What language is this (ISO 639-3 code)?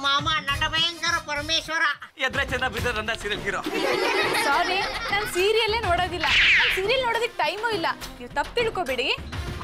kan